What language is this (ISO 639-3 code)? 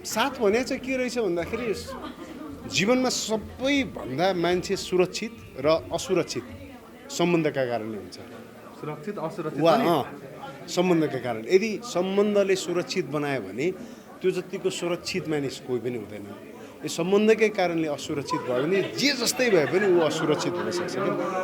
nep